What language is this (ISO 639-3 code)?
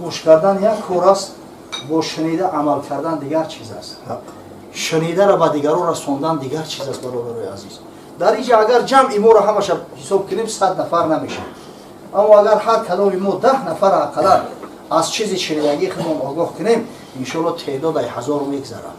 tgk